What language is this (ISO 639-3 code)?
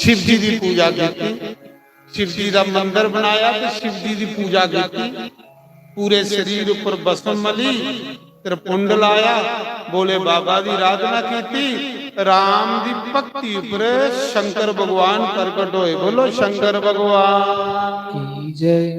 doi